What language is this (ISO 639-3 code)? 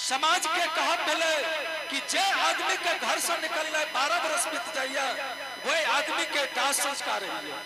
anp